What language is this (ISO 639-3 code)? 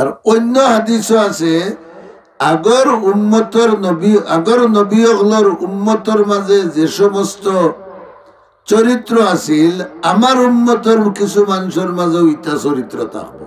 syl